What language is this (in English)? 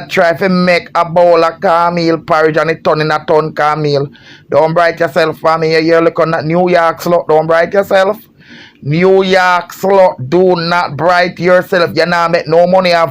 Jamaican Creole English